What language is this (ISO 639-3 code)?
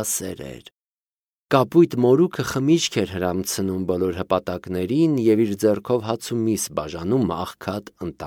hye